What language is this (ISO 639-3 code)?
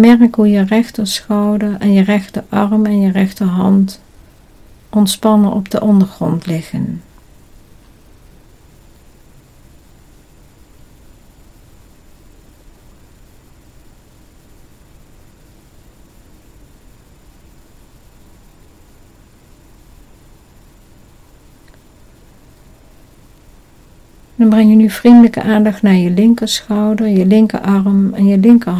nld